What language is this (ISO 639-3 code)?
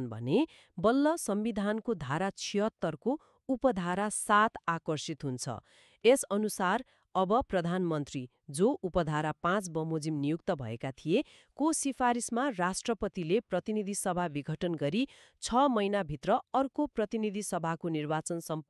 nep